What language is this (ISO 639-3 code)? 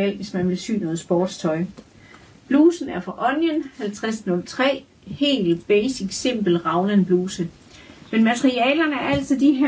dan